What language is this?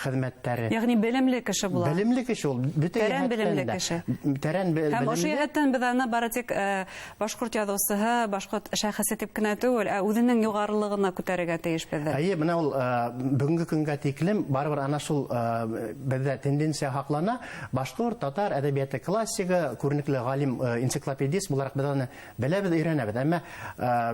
Bashkir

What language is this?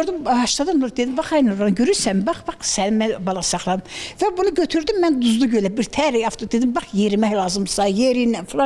Azerbaijani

